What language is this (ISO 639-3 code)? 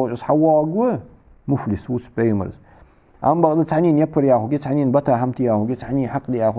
inh